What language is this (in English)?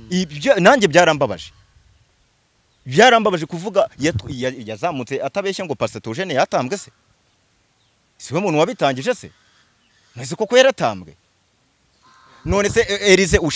Kinyarwanda